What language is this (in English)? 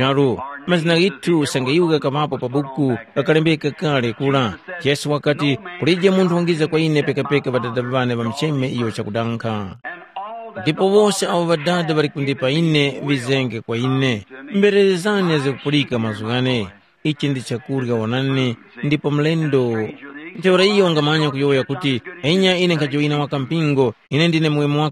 Tumbuka